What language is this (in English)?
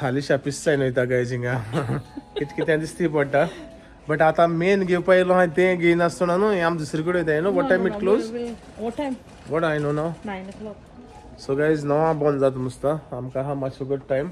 Konkani